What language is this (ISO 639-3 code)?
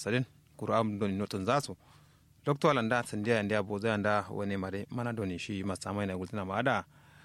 kau